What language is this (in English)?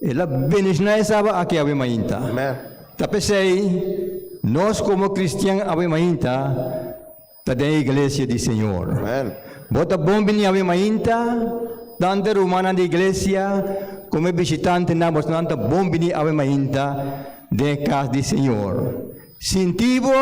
Papiamento